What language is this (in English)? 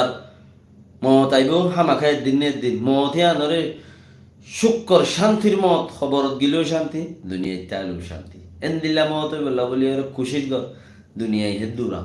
Rohingya